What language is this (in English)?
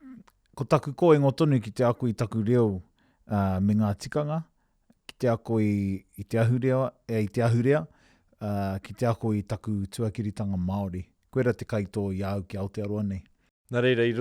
Māori